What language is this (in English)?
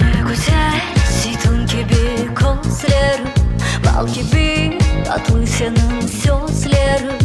Crimean Tatar